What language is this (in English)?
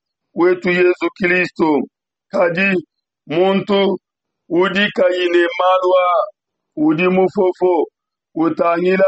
Luba-Lulua